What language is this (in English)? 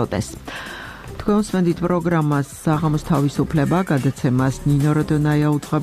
Georgian